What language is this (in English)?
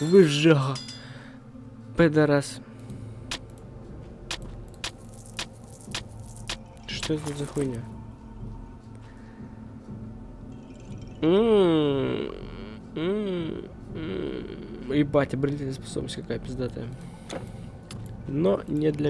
Russian